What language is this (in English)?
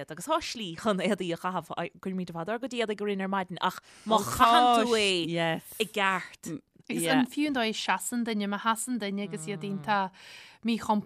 Irish